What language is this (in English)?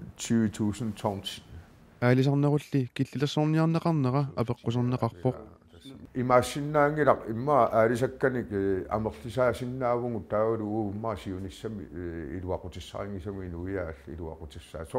Kalaallisut